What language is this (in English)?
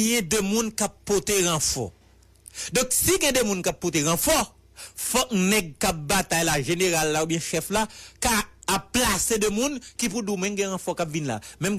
Haitian Creole